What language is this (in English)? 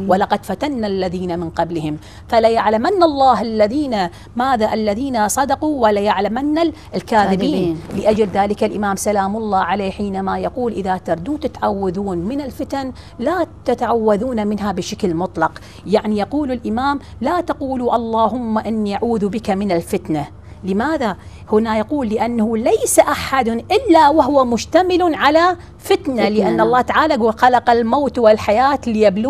Arabic